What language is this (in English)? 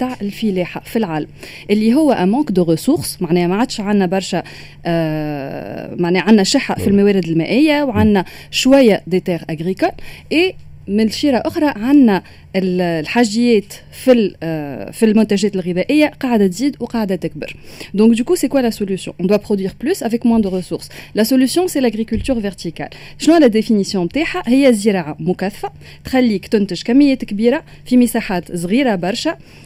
Tunisian Arabic